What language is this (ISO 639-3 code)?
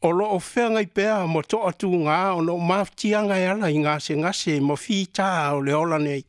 smo